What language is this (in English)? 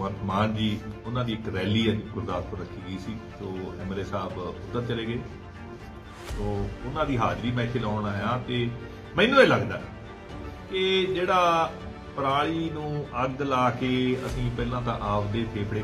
Punjabi